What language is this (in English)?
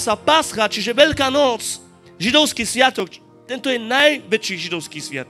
Slovak